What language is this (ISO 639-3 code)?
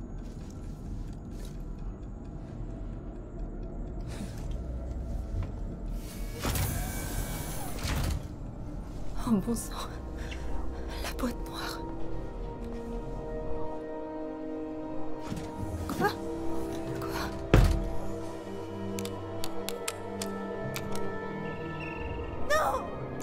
fra